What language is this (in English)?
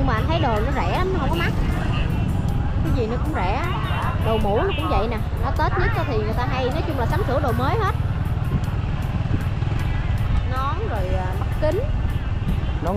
Vietnamese